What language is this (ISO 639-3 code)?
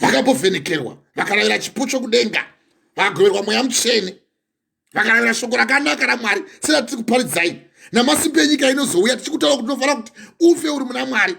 sna